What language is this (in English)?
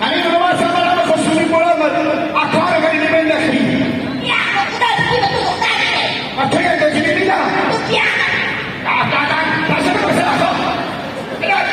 Hazaragi